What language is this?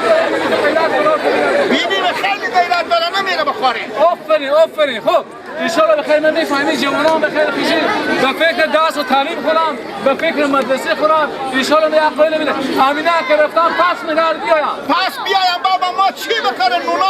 Persian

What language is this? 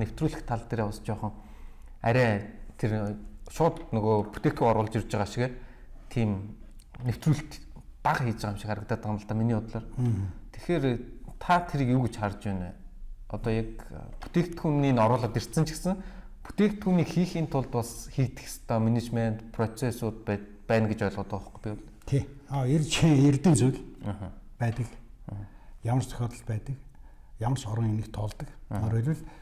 Mongolian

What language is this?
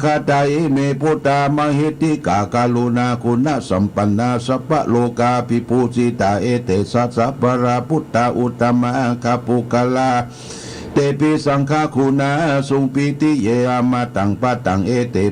Pali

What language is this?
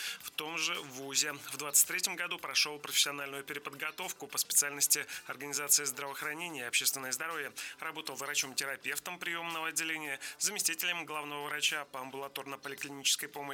Russian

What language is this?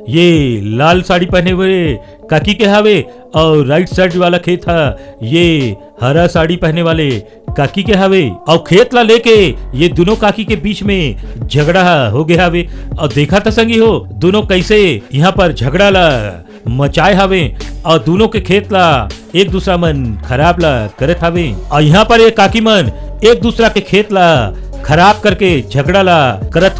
Chhattisgarhi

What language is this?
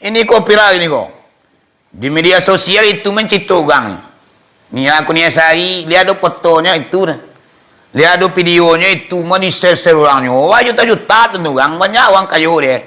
Minangkabau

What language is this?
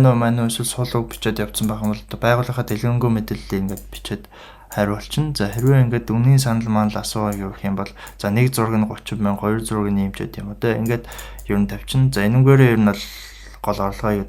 Mongolian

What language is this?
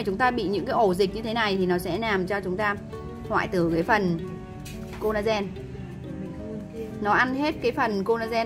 Vietnamese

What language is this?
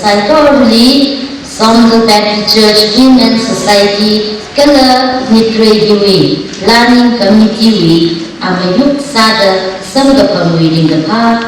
Tangkhul Naga (India)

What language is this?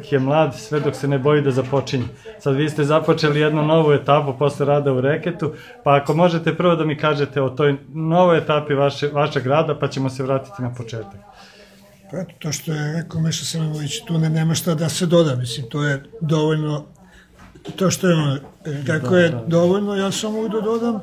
Serbian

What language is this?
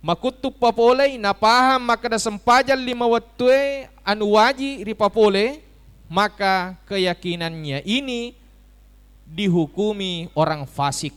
Buginese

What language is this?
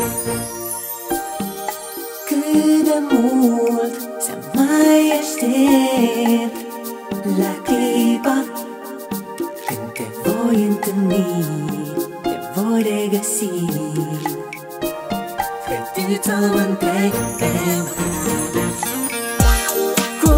Romanian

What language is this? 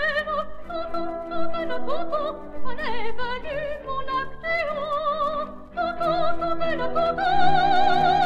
French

